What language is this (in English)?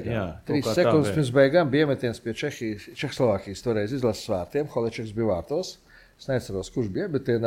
Latvian